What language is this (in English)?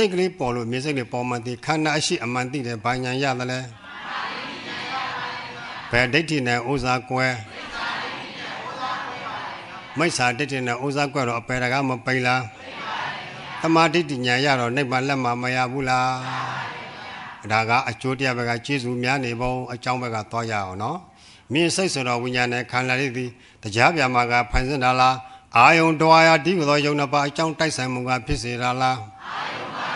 Burmese